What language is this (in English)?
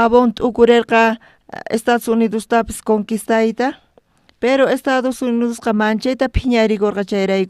South Bolivian Quechua